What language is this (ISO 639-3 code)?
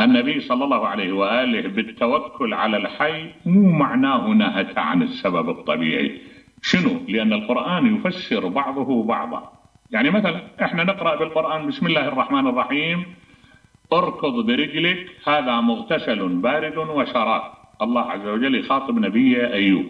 acm